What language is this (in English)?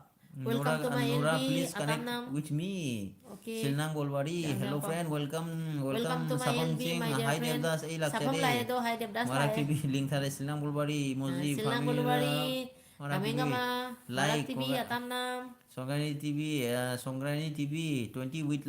Manipuri